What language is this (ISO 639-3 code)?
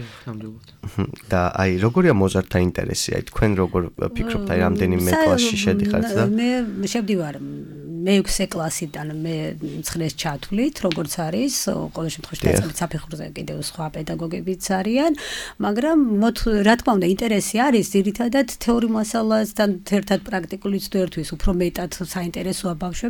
kat